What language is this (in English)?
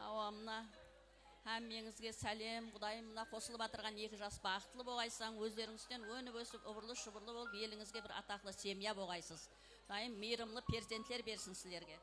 Kara-Kalpak